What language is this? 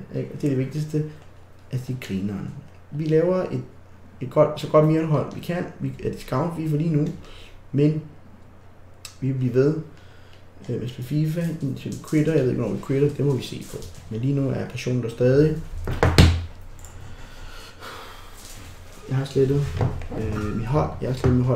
Danish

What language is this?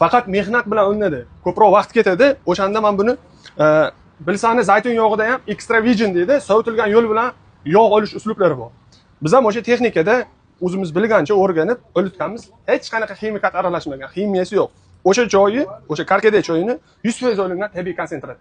Uzbek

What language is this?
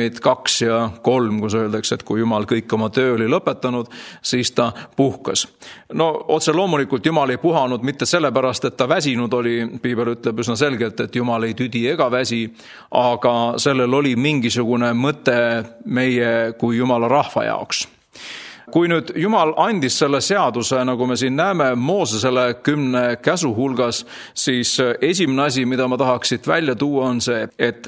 Estonian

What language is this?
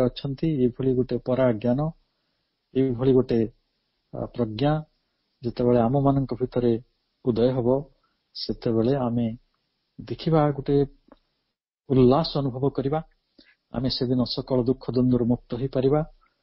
Odia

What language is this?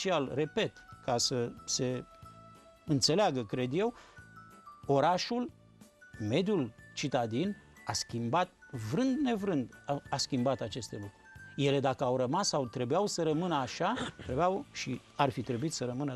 Romanian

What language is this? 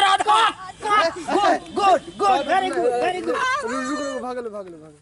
Maithili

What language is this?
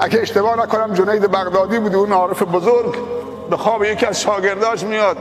Persian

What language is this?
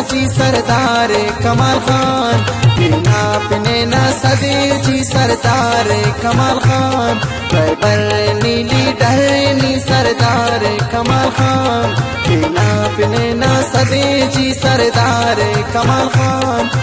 Brahui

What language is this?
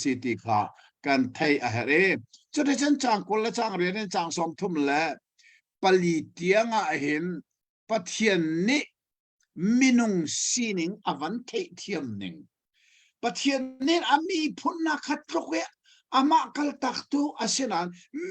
Hakha Chin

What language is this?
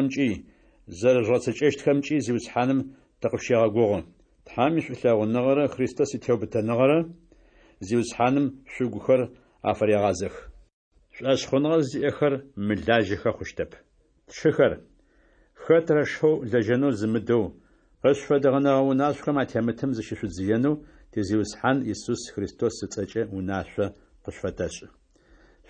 Adyghe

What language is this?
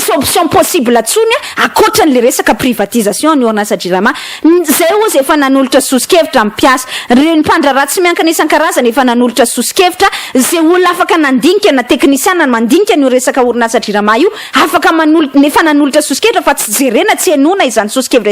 Malagasy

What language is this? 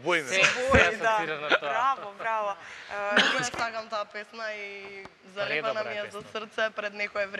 Macedonian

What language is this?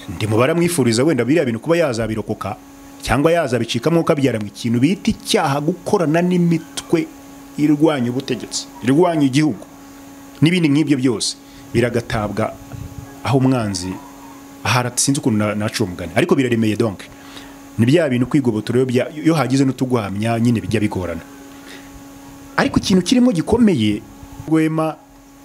Kinyarwanda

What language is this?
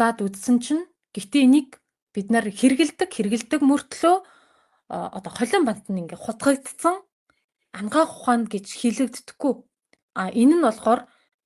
Mongolian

